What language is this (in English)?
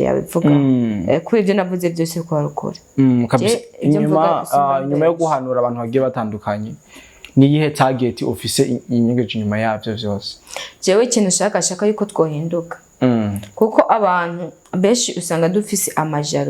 Rundi